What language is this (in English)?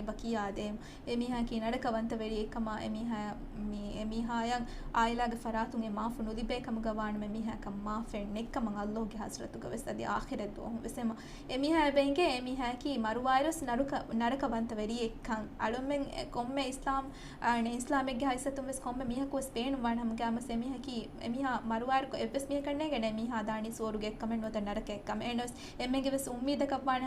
Divehi